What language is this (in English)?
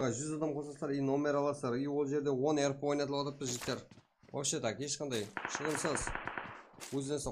Kara-Kalpak